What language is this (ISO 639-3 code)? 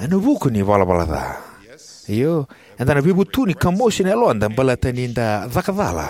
fij